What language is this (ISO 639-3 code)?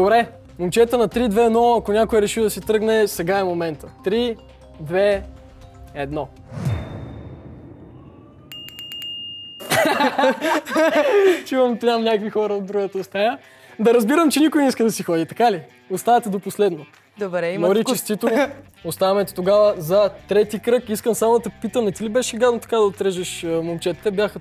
bul